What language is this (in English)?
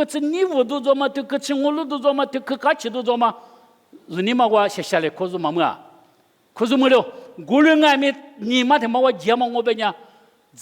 Lisu